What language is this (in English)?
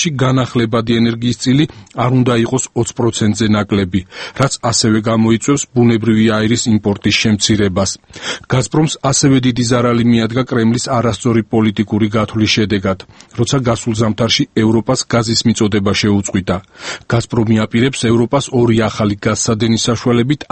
Georgian